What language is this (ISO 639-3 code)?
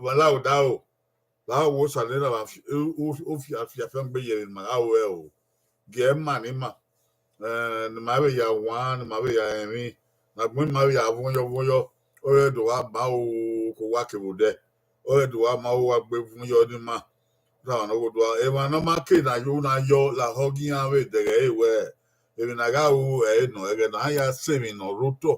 bin